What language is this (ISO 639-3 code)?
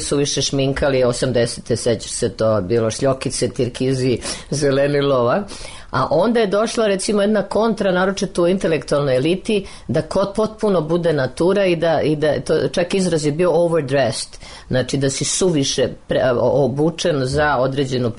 srp